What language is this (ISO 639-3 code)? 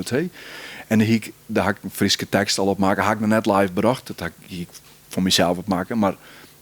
fry